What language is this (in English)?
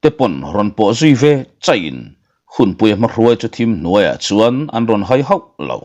Mizo